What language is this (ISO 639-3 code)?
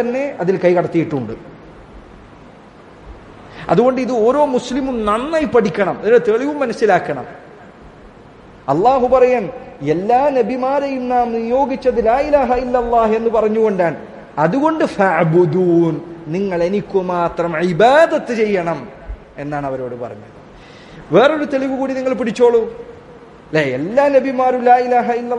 mal